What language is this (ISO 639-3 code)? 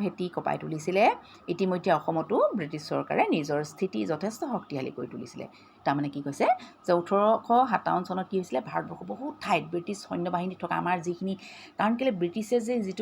asm